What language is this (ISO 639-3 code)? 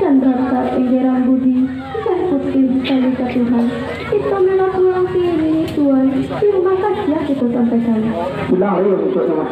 min